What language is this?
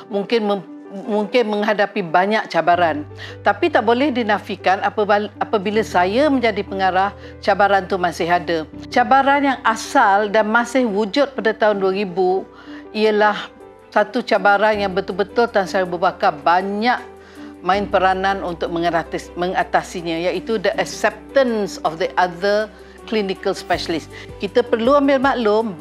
Malay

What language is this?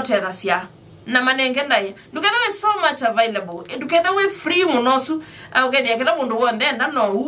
Kamba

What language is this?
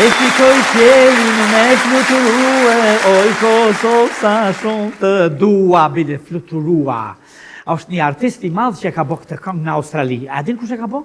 Albanian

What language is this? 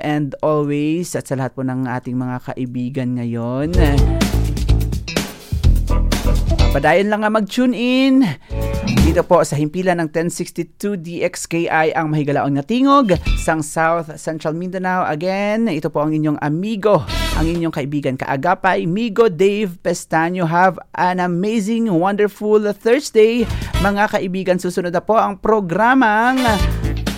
Filipino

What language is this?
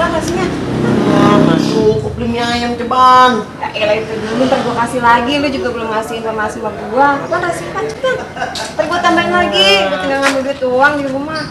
Betawi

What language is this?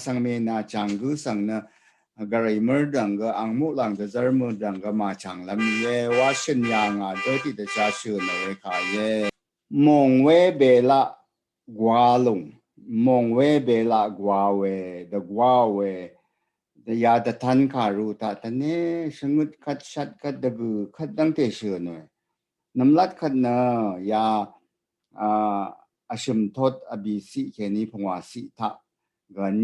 Rawang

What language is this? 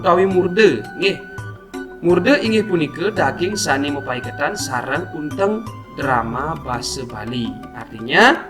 Balinese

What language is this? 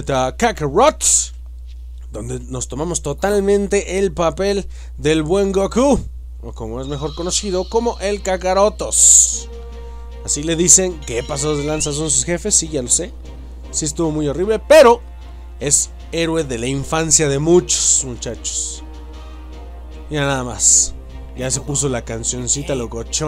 Spanish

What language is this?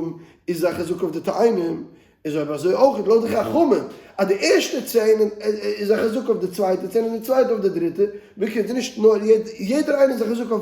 Yiddish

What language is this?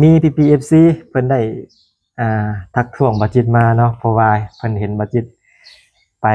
Lao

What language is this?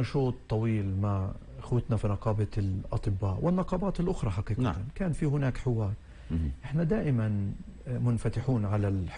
North Levantine Arabic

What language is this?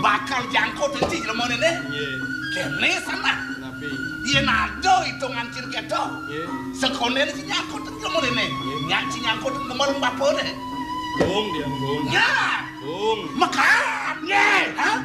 Balinese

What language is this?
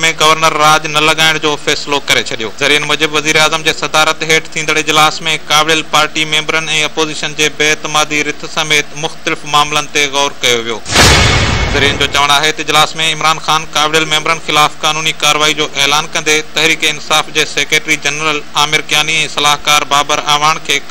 Sindhi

